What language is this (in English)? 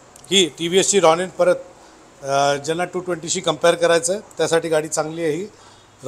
Marathi